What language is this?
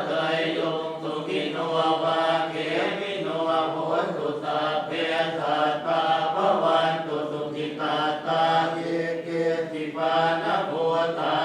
Pali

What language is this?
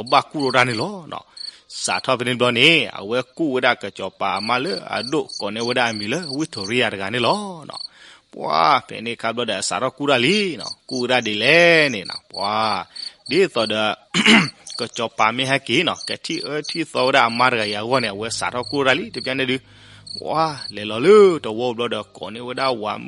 S'gaw Karen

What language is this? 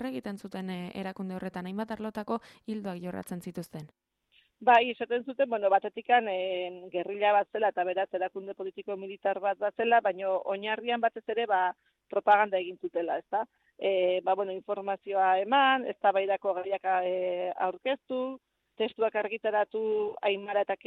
Basque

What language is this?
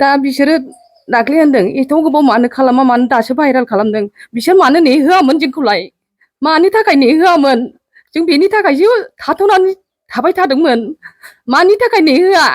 Bodo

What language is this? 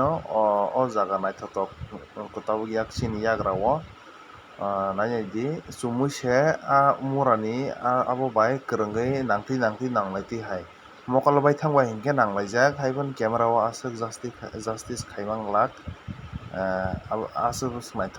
Kok Borok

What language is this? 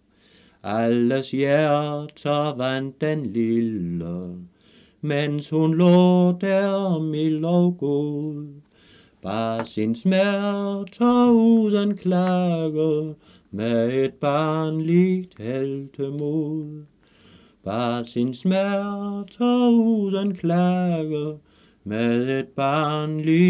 Danish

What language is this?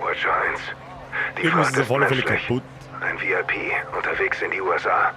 Bavarian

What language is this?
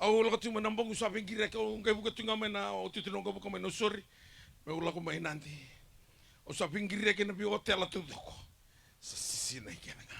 Fijian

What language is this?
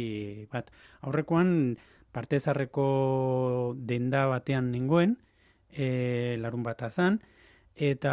Basque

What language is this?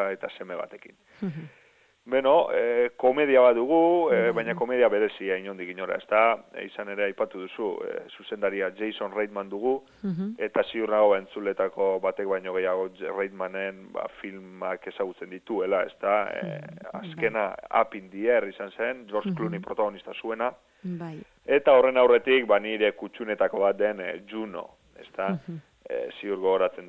Basque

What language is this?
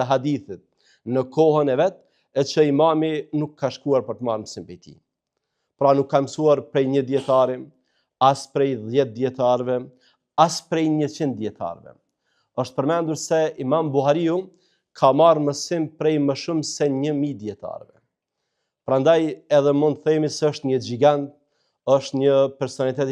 Albanian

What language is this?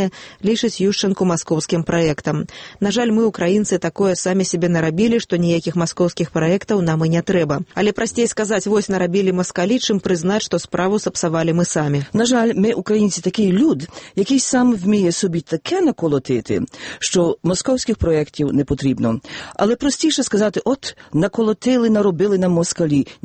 Belarusian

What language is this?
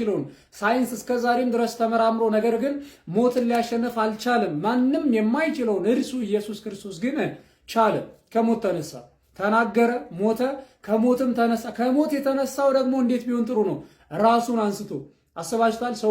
Amharic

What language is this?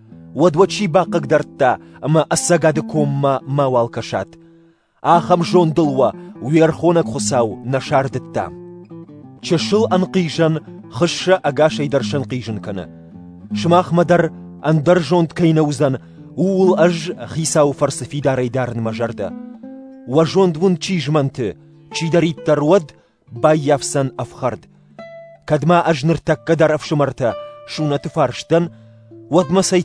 Ossetic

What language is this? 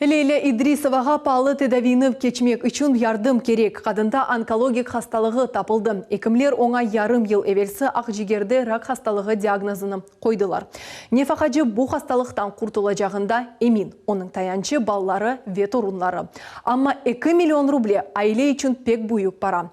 Crimean Tatar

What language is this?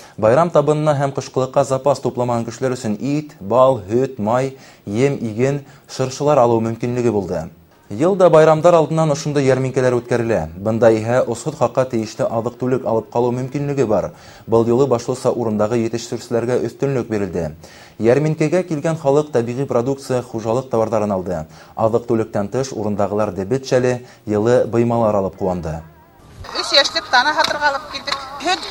Bashkir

